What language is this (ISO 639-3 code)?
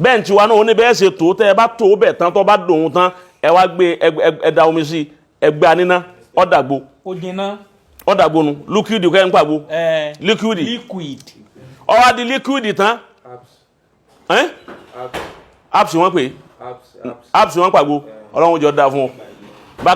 yor